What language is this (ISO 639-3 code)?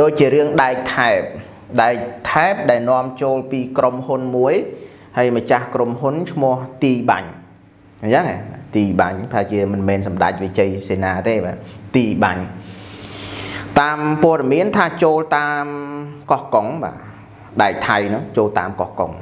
khm